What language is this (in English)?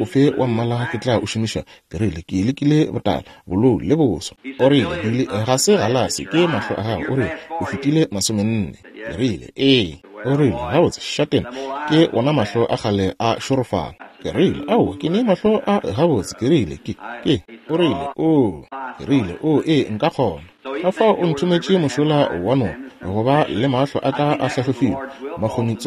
Northern Sotho